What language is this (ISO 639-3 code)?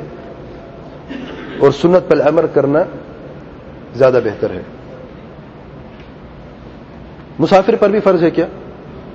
urd